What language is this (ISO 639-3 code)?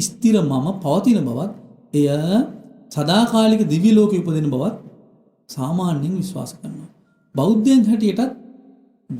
sin